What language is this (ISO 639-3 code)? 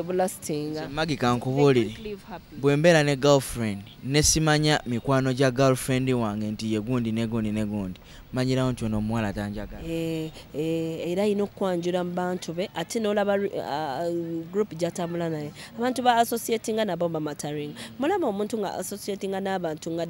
lug